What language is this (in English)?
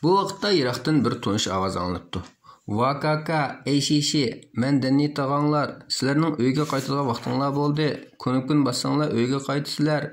Uyghur